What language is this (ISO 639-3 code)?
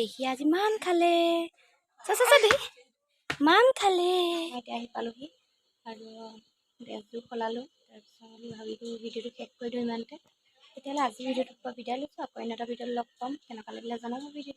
asm